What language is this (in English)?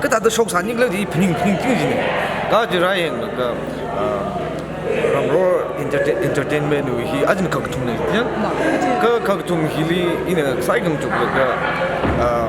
Tangkhul Naga (India)